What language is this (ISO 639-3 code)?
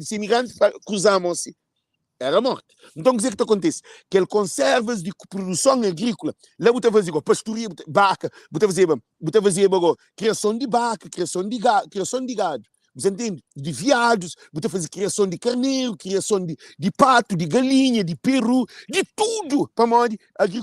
kea